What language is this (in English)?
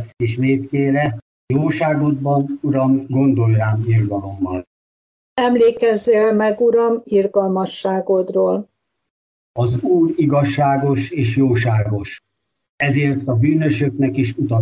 Hungarian